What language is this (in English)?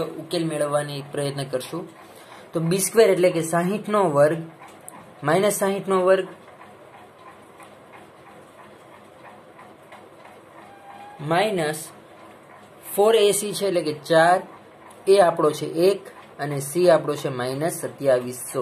Gujarati